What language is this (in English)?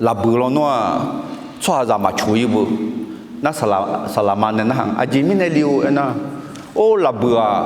Akha